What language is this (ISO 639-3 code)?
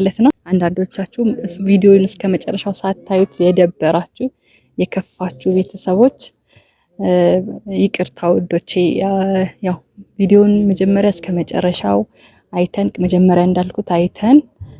amh